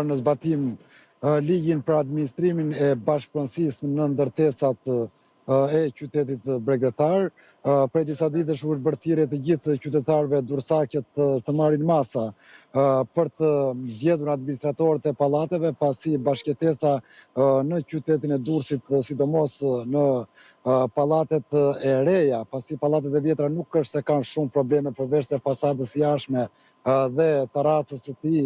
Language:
Albanian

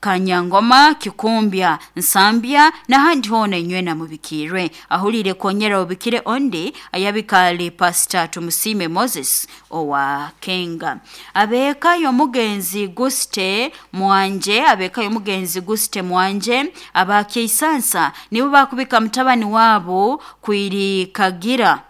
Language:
Nyoro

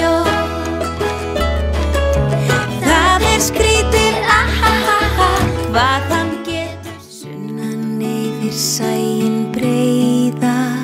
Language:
Icelandic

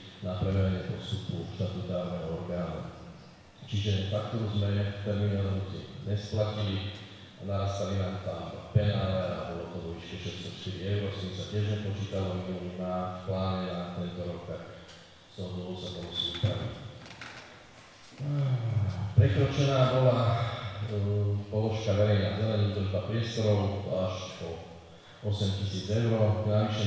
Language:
Slovak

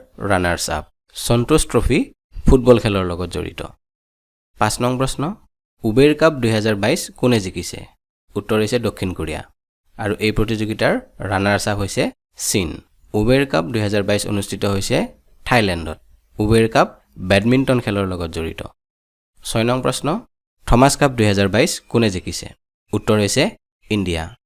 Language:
Assamese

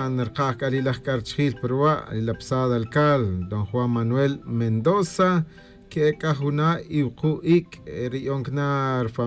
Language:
Tz'utujil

